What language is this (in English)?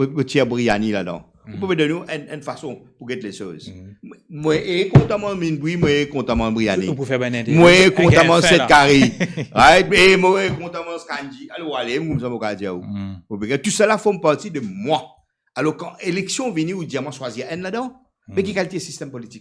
Morisyen